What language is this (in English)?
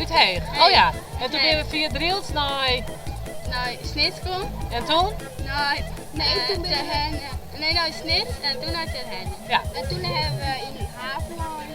Western Frisian